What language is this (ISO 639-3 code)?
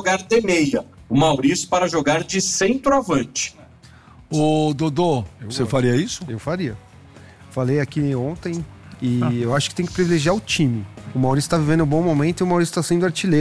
por